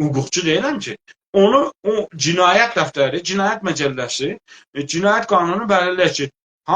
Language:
South Azerbaijani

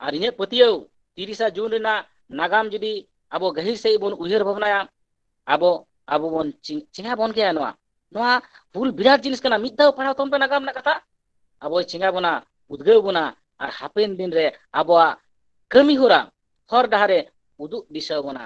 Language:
Santali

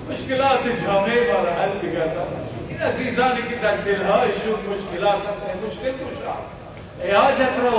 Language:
Persian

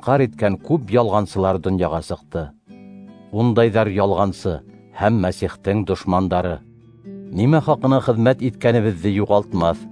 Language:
Bashkir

